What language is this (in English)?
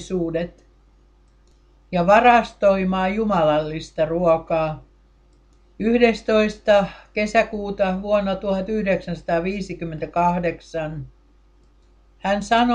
Finnish